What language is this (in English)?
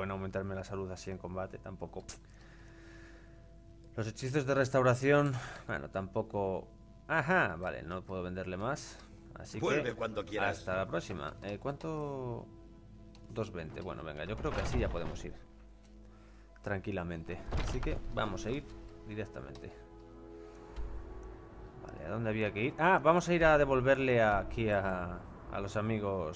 Spanish